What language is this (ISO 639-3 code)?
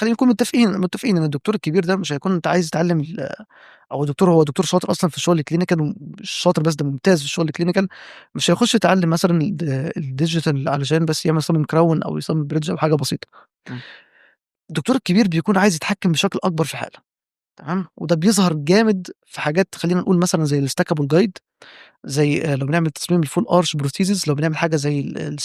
arz